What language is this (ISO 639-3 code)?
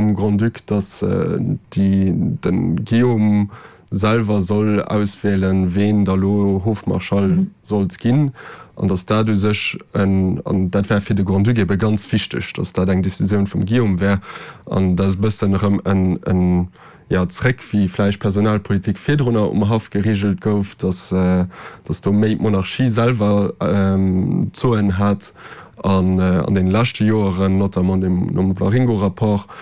ltz